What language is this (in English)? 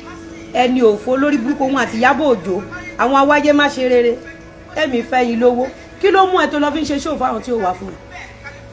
Yoruba